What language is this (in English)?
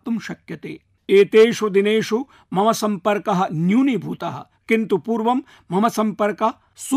Sanskrit